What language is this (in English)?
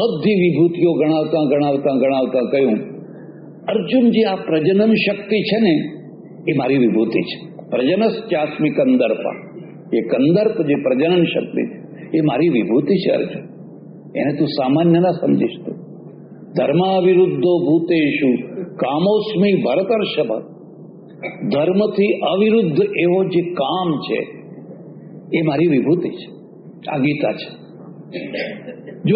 Gujarati